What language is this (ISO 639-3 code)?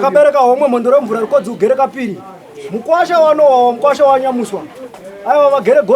sna